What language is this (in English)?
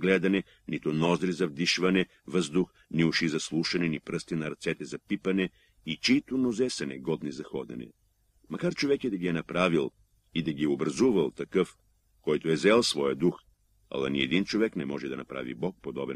Bulgarian